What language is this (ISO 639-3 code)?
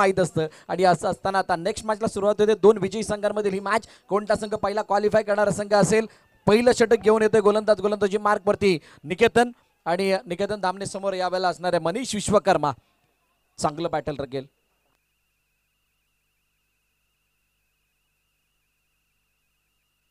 mar